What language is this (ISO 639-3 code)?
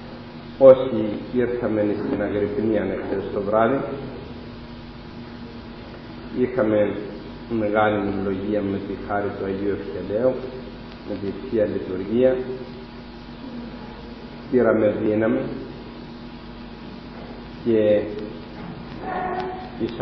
ell